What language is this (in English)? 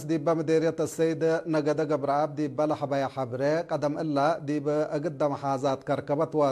Tigre